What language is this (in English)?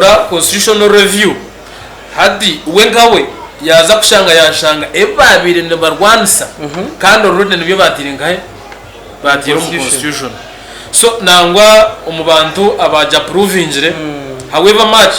Nyankole